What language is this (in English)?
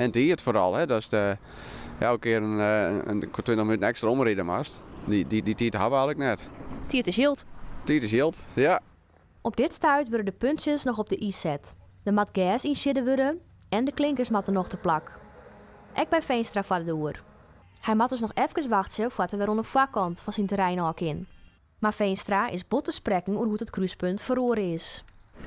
Western Frisian